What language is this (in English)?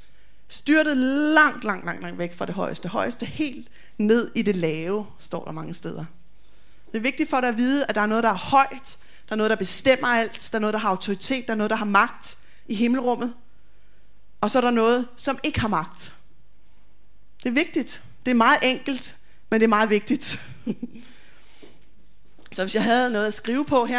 Danish